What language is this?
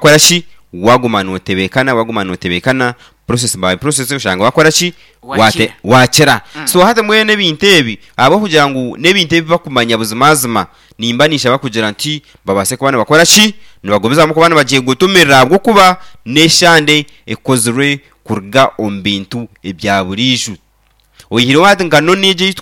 Nyankole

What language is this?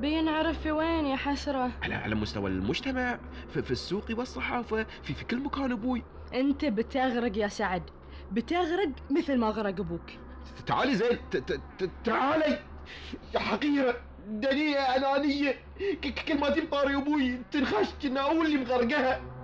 Gulf Arabic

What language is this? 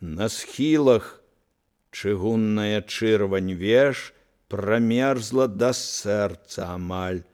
Belarusian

